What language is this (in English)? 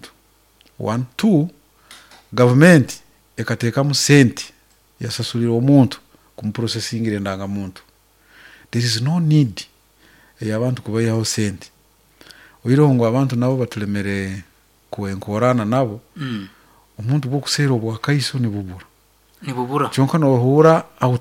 Nyankole